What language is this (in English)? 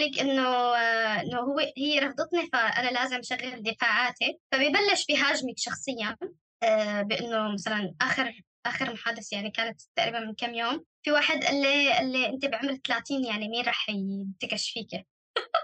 North Levantine Arabic